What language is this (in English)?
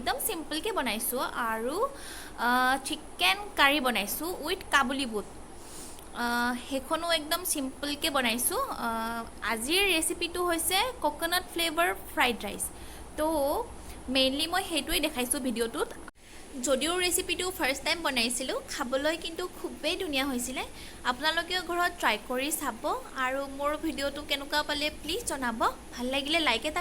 Assamese